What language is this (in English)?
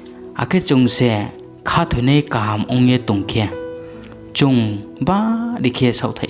Riang (India)